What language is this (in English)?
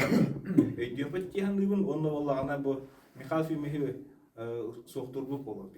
Yakut